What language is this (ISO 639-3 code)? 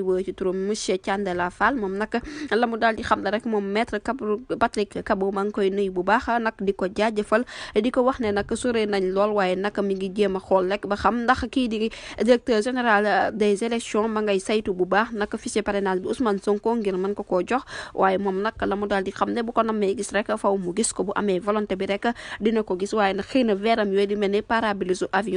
wol